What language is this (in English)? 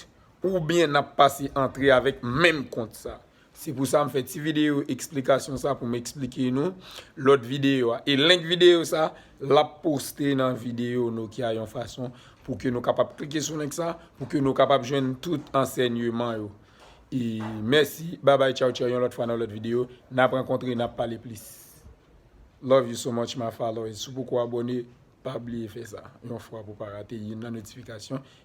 Haitian Creole